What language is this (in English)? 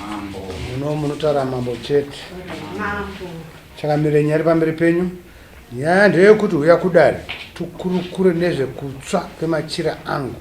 Shona